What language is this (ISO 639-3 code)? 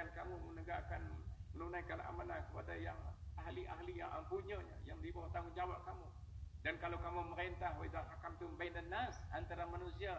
msa